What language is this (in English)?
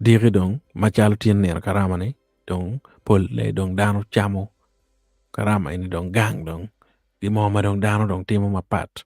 Acoli